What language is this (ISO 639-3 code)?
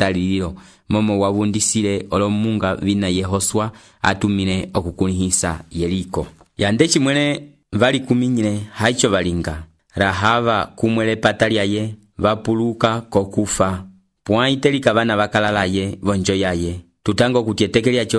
umb